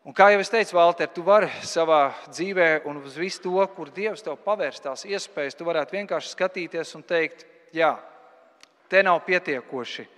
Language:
Latvian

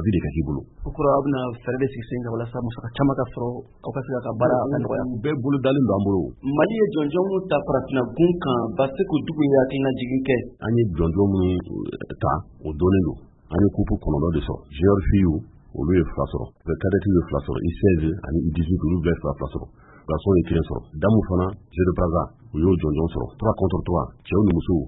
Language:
Bambara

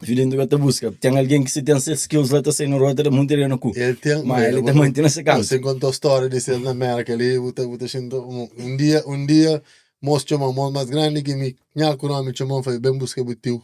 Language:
Kabuverdianu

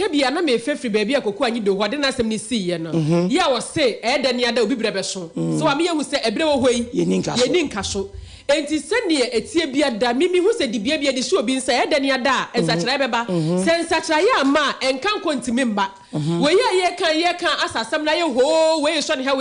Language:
Akan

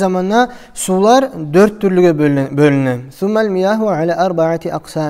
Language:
Kumyk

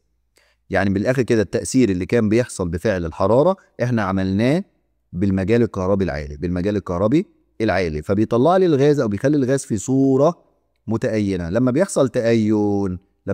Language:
Egyptian Arabic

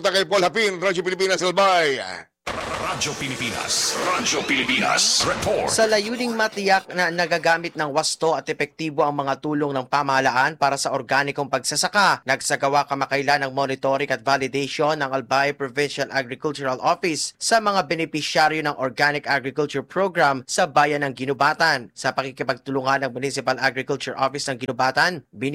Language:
Filipino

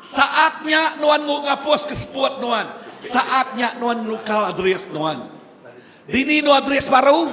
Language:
Iban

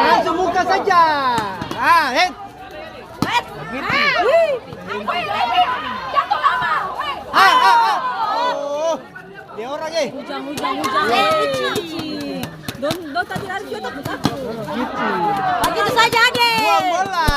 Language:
Ambonese Malay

